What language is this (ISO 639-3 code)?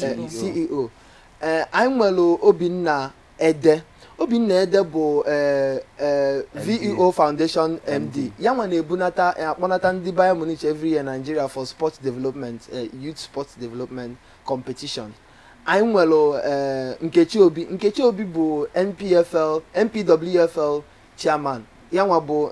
ibo